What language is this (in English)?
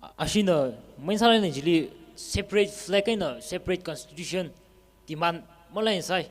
Tangkhul Naga (India)